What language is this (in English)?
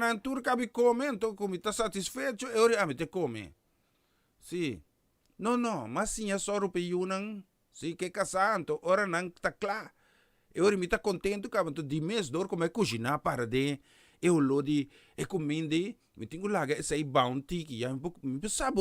Papiamento